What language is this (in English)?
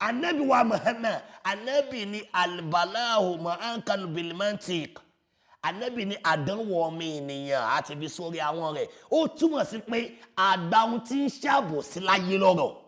Yoruba